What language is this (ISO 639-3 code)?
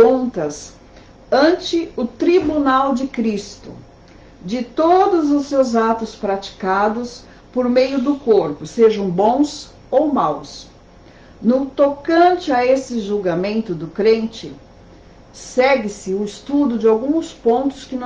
por